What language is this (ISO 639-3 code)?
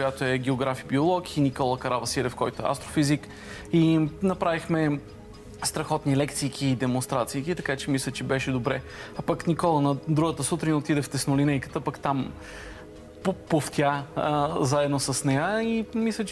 bul